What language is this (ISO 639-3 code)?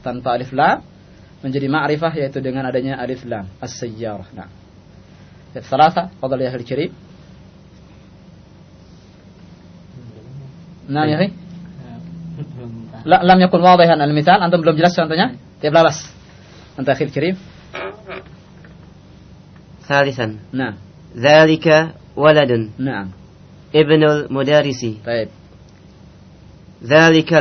ind